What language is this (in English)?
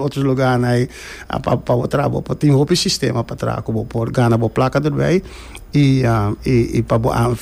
Papiamento